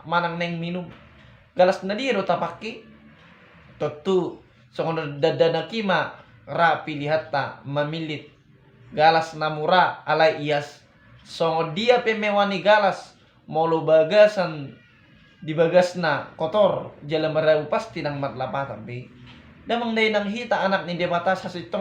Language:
Batak Toba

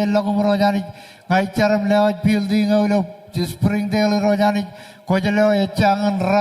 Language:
Marshallese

